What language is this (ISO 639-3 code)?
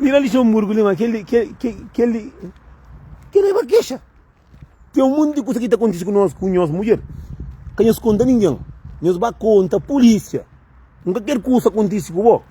kea